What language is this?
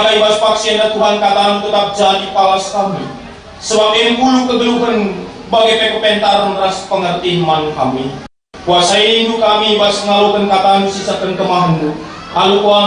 Batak Karo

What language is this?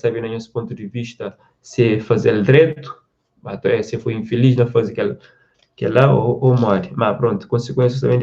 Kabuverdianu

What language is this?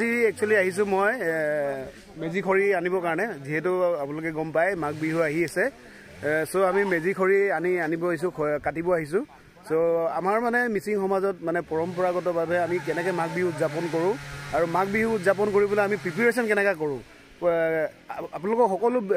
Assamese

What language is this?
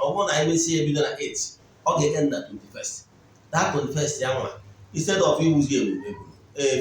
Igbo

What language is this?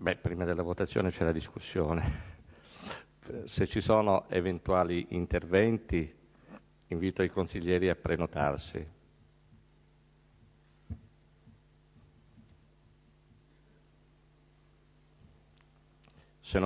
Italian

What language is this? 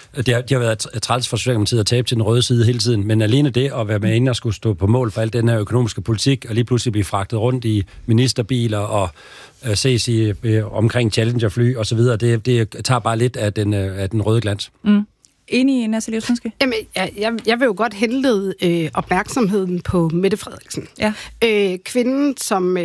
Danish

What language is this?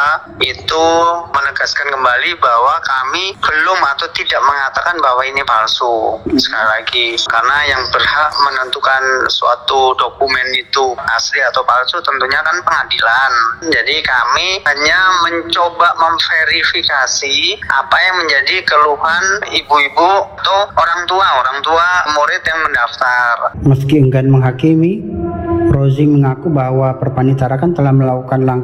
Indonesian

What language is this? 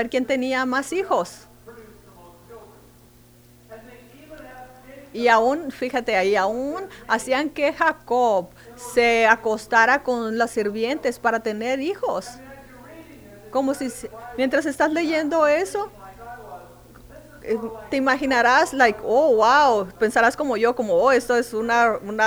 Spanish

